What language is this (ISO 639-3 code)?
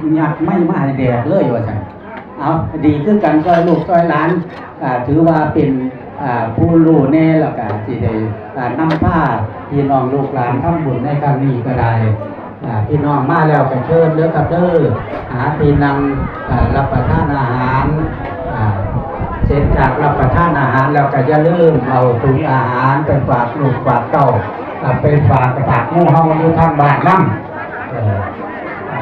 tts